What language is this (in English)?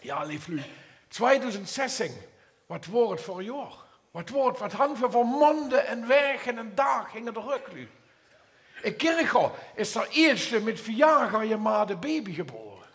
Limburgish